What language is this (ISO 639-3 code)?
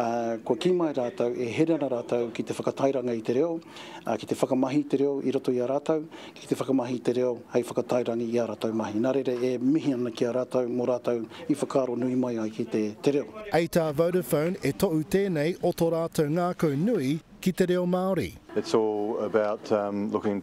mri